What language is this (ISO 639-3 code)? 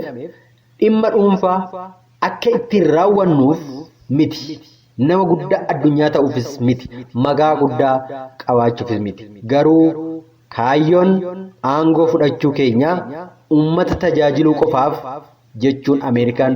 orm